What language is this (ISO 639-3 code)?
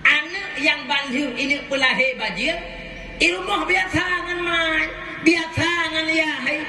ace